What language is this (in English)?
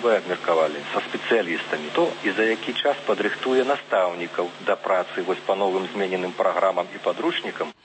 Belarusian